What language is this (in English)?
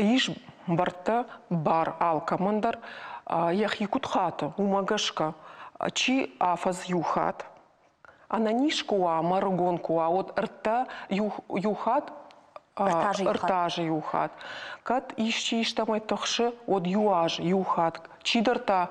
Ossetic